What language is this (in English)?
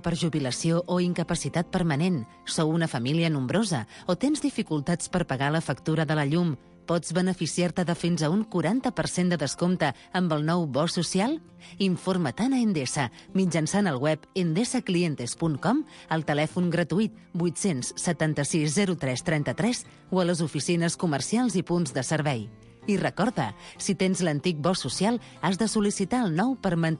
Catalan